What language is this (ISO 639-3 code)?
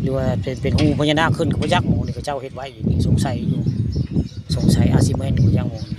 tts